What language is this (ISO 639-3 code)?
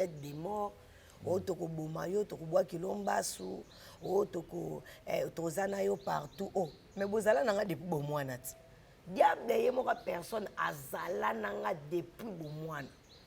lin